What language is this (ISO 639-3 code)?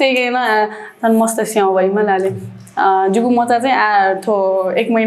new